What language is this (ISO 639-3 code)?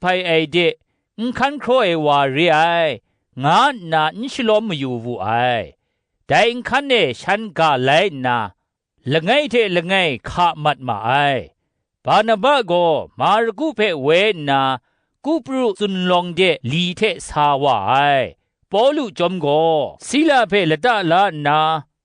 kac